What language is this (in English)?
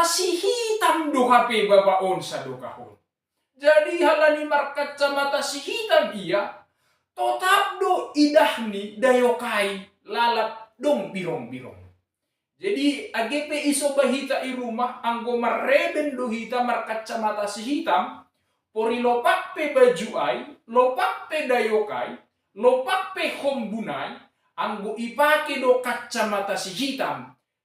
Batak Simalungun